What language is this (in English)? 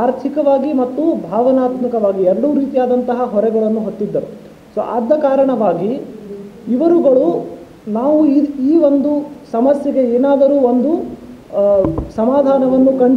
Kannada